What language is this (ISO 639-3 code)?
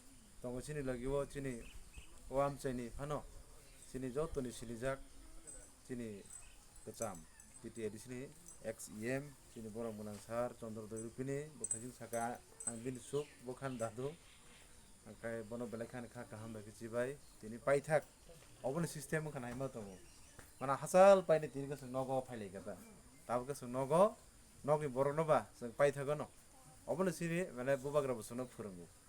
trp